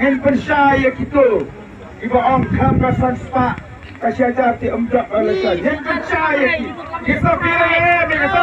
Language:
Khasi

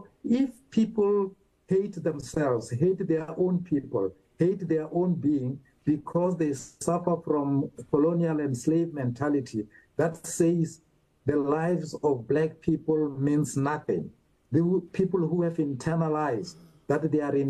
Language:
English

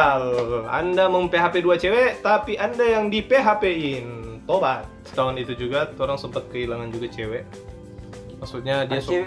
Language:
Manado Malay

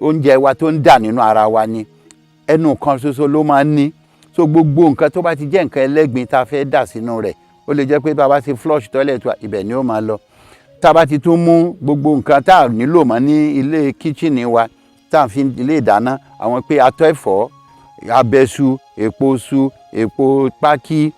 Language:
Yoruba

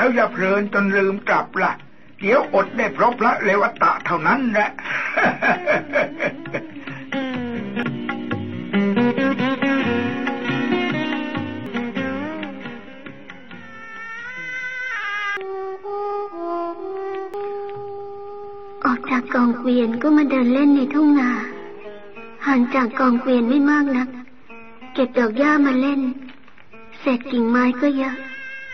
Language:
Thai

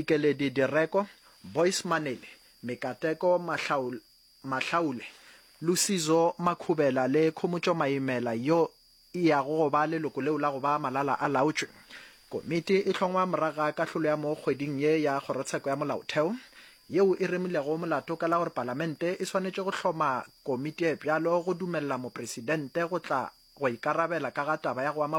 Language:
Northern Sotho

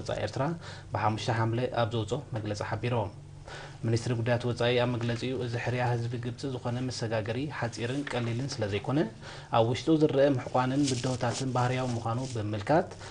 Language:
Tigrinya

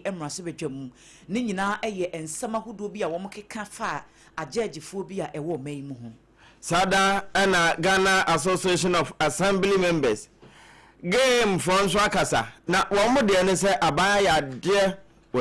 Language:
Akan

